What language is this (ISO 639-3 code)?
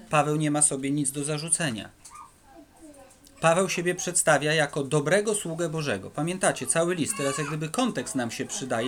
pol